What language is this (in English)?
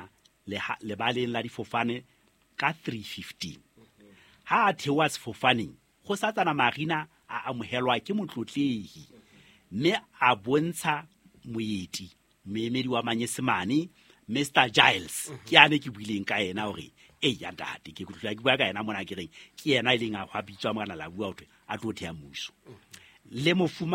Southern Sotho